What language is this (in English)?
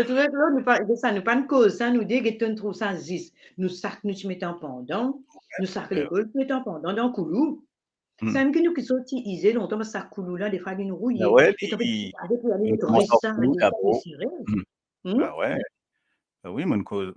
Morisyen